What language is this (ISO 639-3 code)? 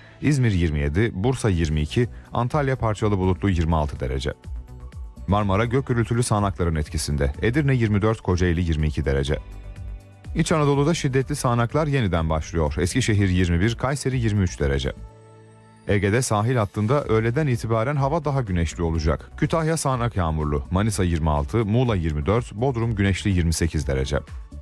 tur